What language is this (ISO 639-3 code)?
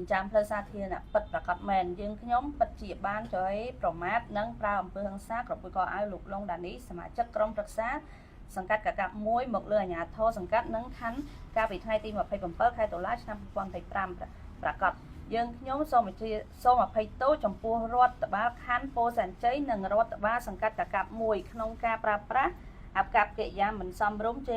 khm